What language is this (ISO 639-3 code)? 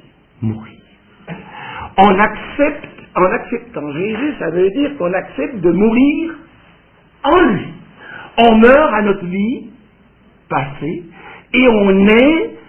fra